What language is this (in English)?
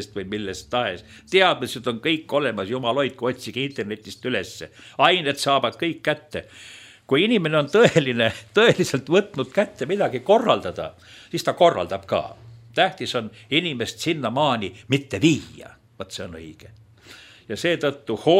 Estonian